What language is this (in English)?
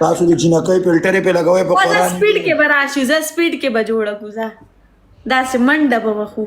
Pashto